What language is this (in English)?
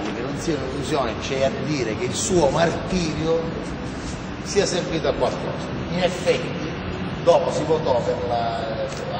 Italian